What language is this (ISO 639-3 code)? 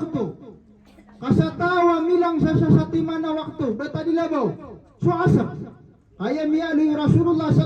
mrw